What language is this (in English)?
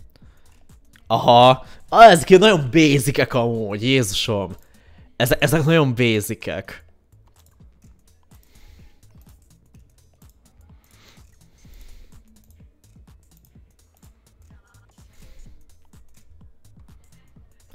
Hungarian